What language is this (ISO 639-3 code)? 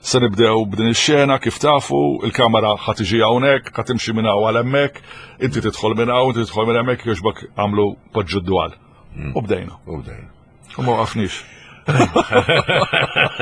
mlt